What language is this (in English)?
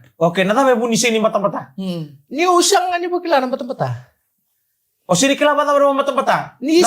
Fijian